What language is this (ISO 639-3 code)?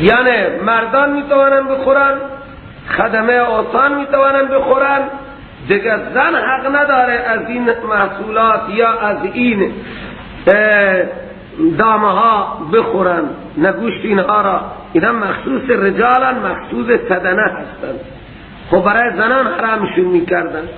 fas